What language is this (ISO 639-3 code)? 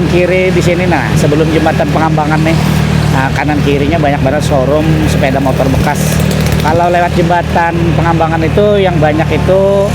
bjn